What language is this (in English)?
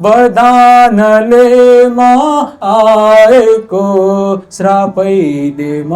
Nepali